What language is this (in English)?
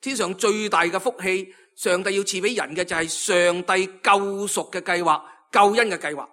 Cantonese